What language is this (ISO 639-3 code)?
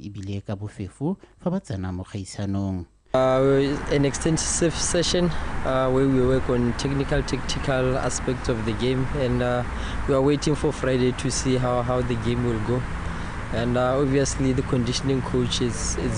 tsn